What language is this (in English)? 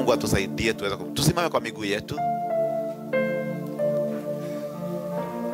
Swahili